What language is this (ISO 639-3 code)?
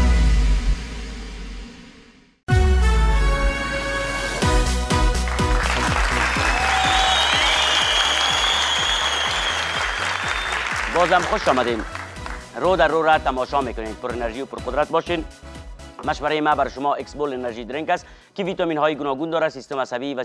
fas